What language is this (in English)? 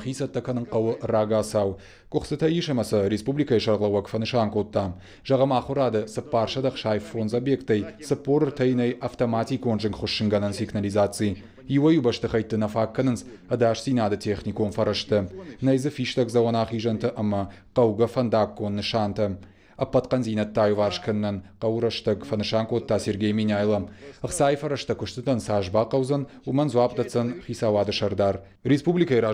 Ossetic